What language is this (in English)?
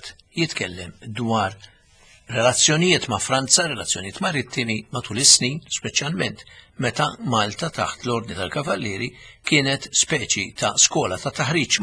Maltese